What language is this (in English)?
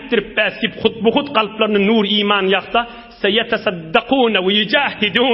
Turkmen